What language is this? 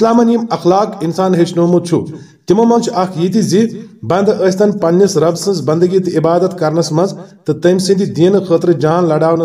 Kashmiri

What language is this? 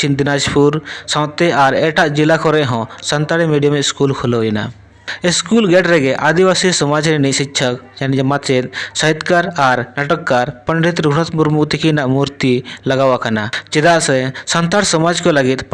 Santali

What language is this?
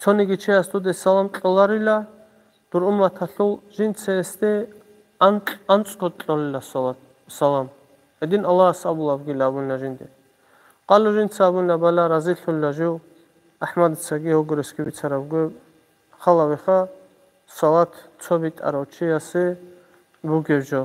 Avaric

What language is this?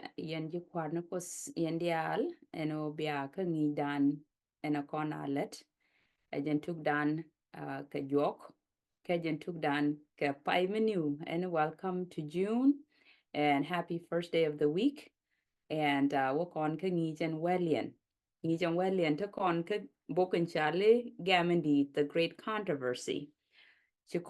Nuer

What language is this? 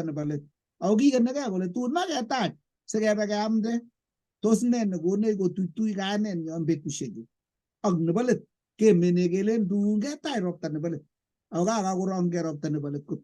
Kalenjin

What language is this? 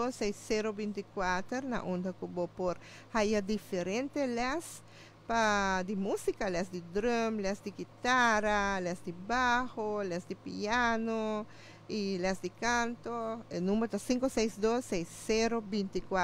Papiamento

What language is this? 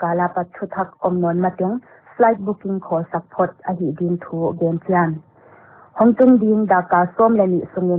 Paite Chin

